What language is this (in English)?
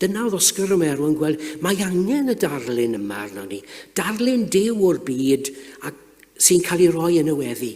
Welsh